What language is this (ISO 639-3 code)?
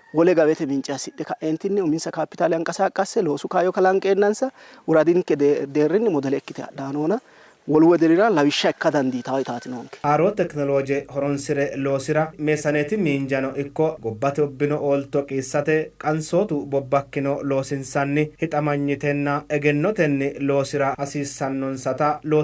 sid